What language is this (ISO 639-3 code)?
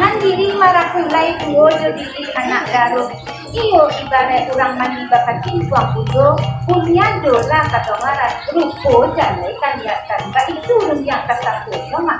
min